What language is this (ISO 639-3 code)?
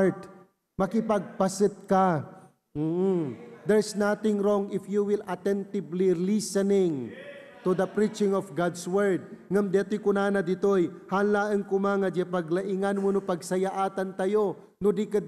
ilo